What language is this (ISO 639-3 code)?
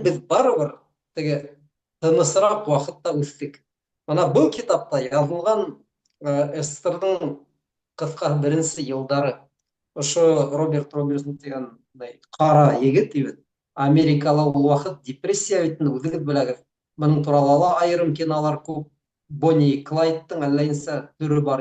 bak